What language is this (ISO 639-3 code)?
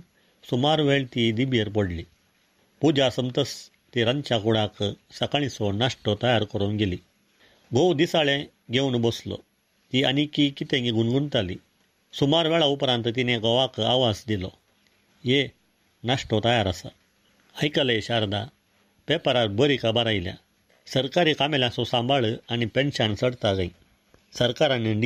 kok